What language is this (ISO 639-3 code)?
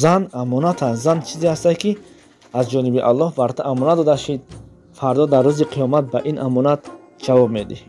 tgk